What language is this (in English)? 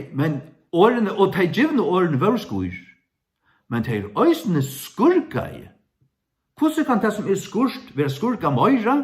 Faroese